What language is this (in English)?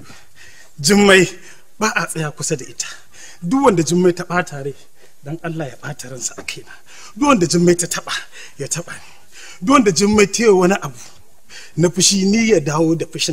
Hausa